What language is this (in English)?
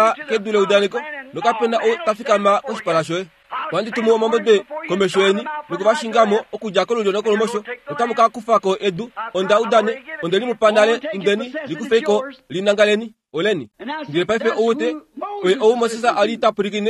Kuanyama